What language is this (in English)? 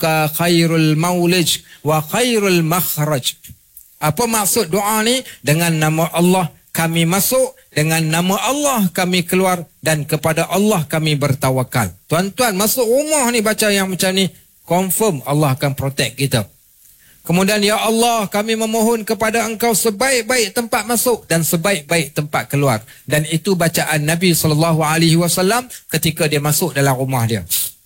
Malay